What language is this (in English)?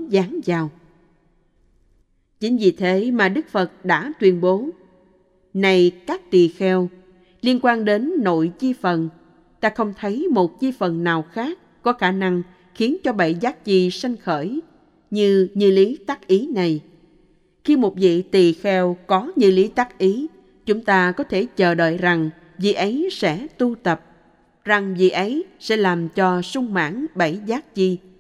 Vietnamese